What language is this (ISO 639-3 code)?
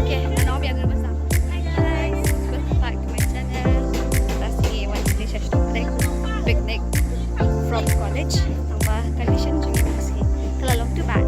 kha